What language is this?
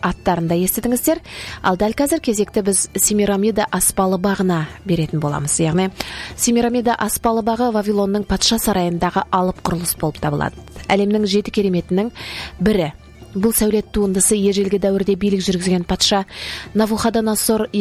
Kazakh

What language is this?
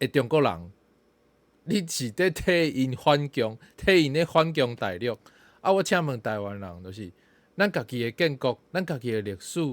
Min Nan Chinese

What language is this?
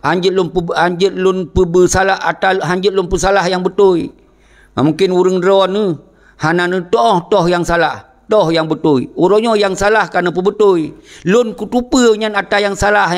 Achinese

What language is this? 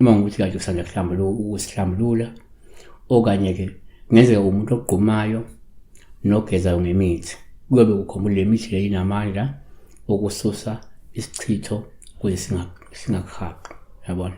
Zulu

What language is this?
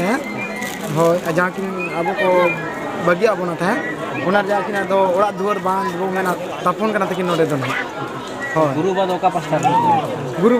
Santali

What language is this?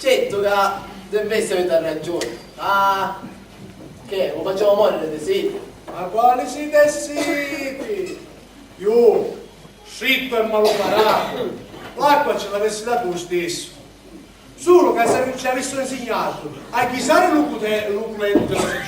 Sicilian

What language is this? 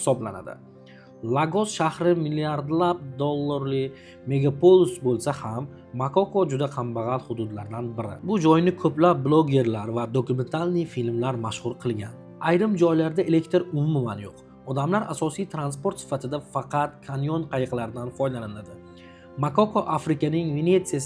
Uzbek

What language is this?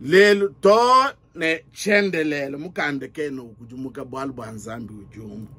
Luba-Lulua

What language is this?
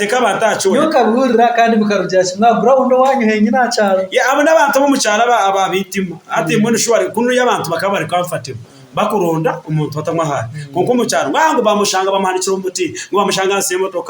Nyankole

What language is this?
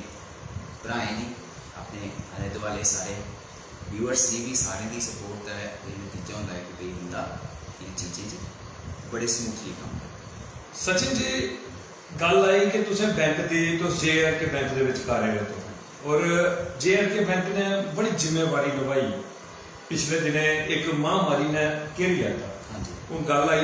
Dogri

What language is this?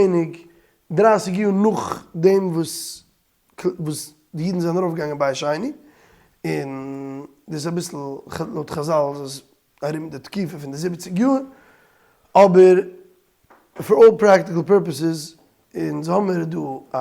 Yiddish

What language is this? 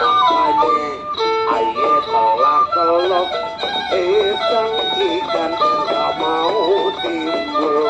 Betawi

